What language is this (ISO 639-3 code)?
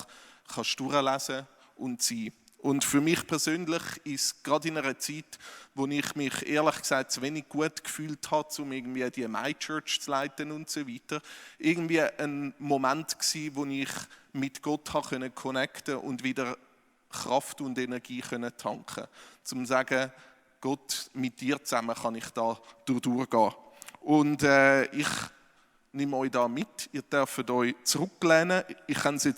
gsw